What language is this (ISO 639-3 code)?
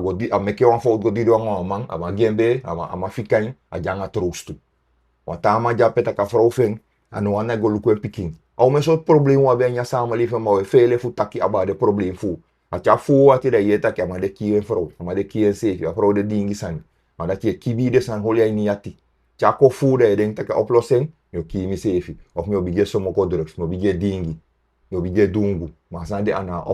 srn